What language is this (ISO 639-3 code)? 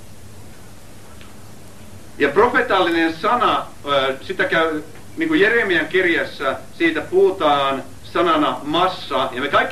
fin